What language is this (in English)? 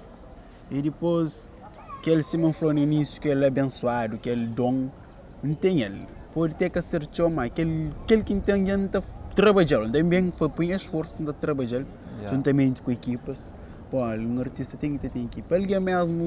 Kabuverdianu